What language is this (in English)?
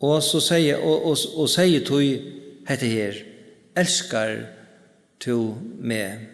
Faroese